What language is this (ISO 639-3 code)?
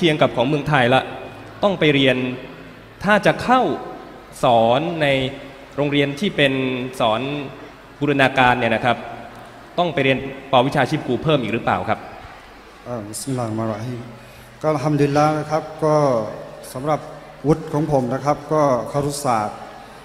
tha